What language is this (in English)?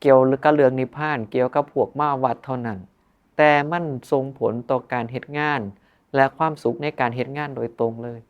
Northeastern Thai